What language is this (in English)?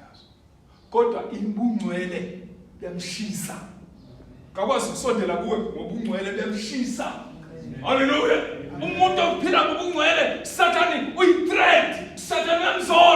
Zulu